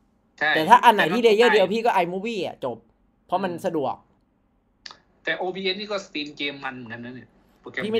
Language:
Thai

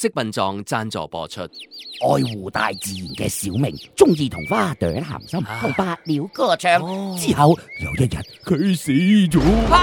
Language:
Cantonese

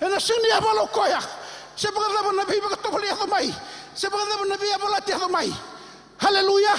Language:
Fijian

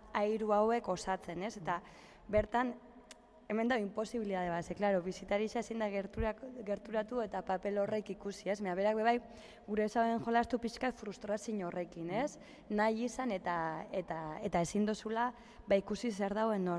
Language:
Basque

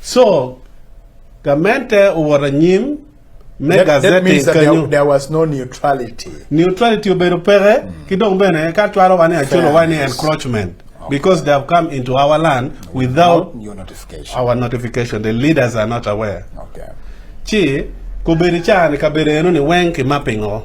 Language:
Acoli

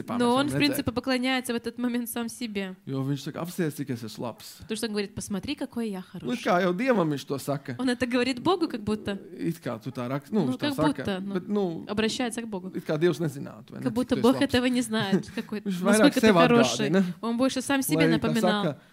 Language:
Latvian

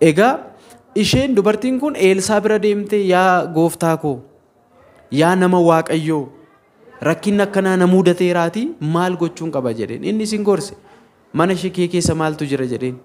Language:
Oromo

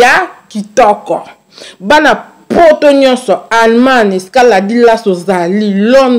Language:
Lingala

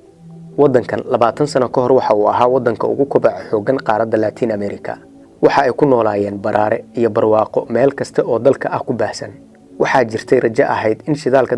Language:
Somali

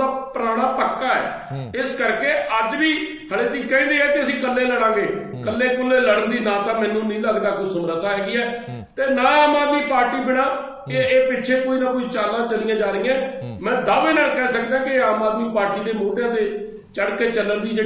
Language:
Punjabi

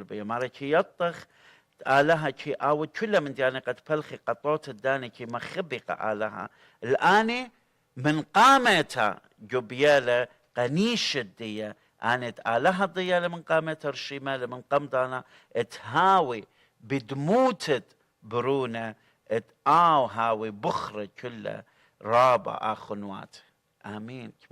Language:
Assyrian Neo-Aramaic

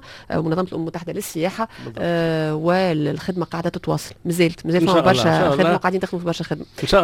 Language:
Tunisian Arabic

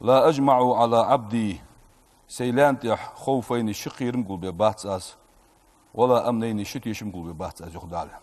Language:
Ingush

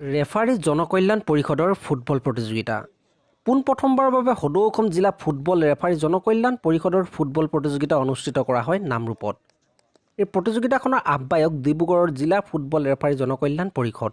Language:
Assamese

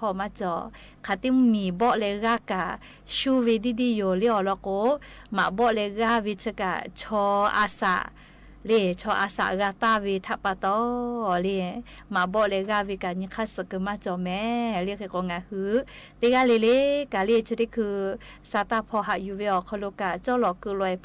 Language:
Lahu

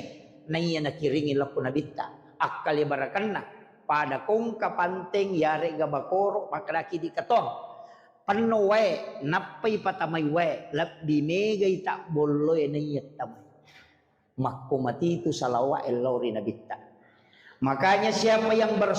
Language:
Buginese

